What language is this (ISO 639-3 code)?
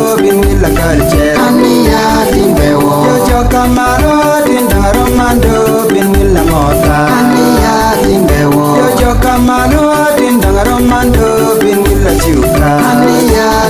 laj